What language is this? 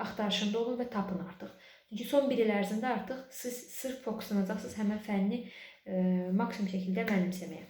Azerbaijani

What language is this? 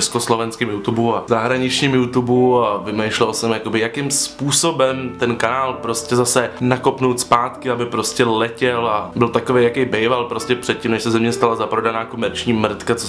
Czech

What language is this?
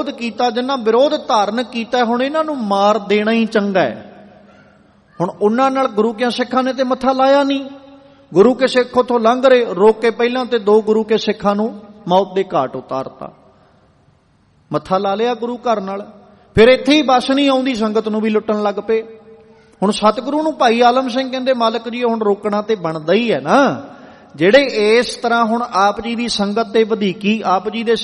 Punjabi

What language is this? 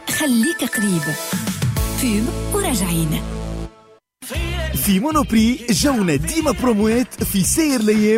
Tunisian Arabic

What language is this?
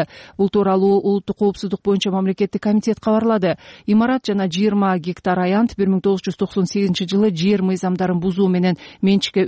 Kyrgyz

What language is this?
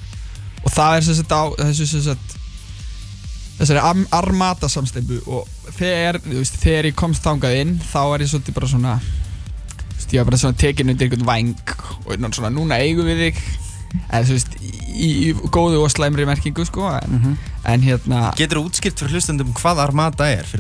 Icelandic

